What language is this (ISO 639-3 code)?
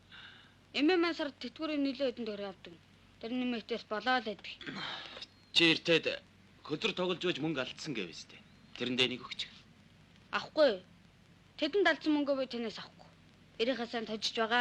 mon